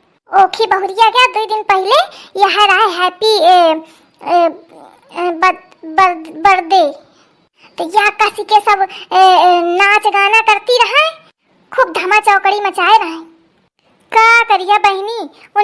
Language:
Awadhi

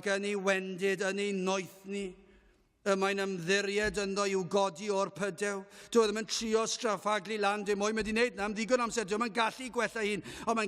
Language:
Welsh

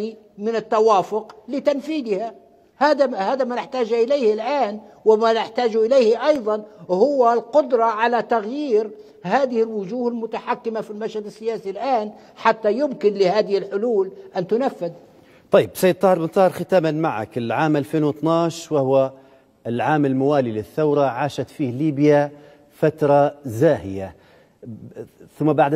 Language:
Arabic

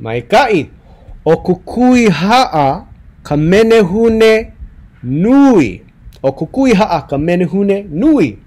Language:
Hawaiian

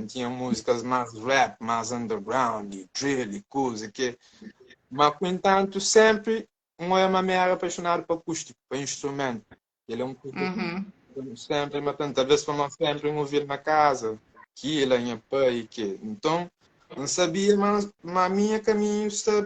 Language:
Kabuverdianu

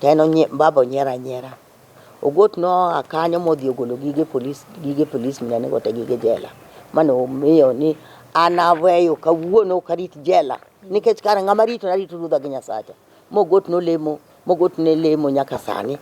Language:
Luo (Kenya and Tanzania)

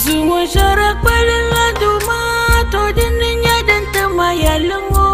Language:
Dagbani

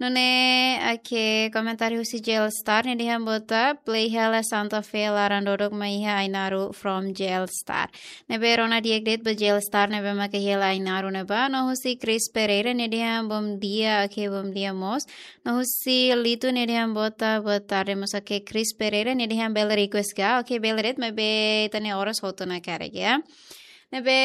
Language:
Tetum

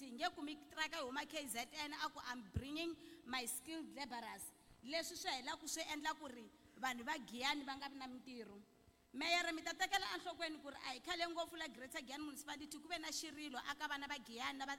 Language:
Tsonga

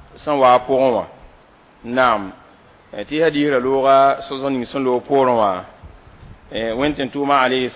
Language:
Mossi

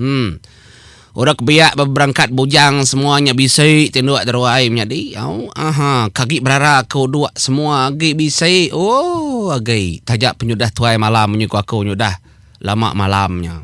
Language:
Iban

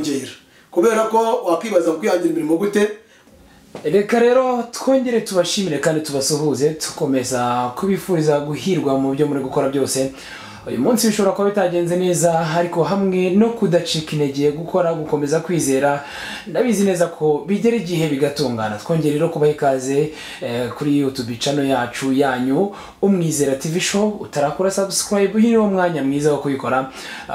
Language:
Kinyarwanda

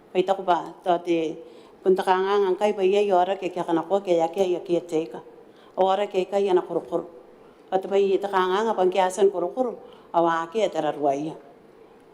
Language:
Gilbertese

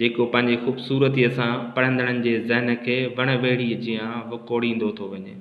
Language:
Sindhi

